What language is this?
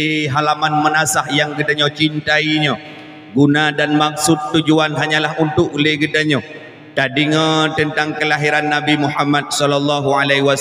Achinese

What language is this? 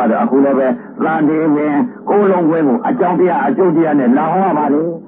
Burmese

